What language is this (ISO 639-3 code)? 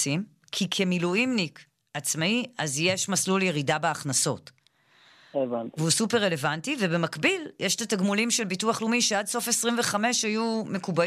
heb